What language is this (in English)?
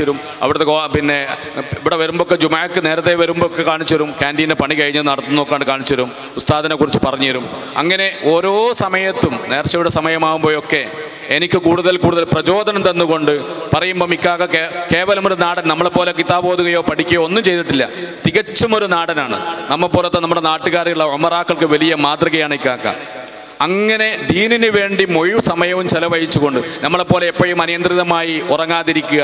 Malayalam